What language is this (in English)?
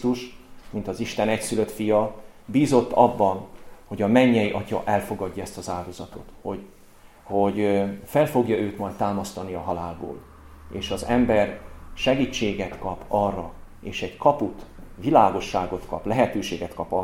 Hungarian